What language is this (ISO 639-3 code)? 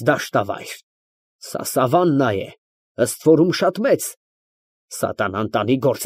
hye